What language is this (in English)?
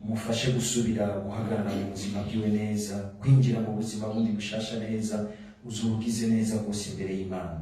Rundi